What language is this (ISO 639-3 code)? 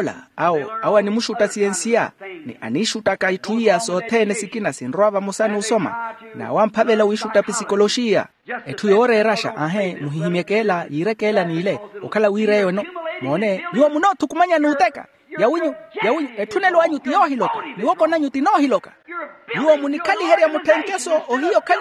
vmw